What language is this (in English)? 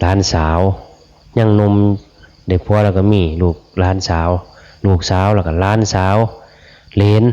Northeastern Thai